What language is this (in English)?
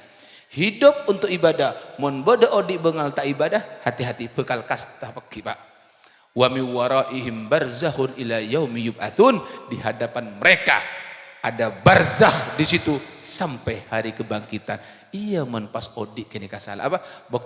Madurese